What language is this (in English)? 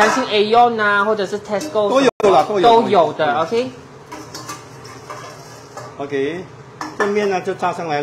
Chinese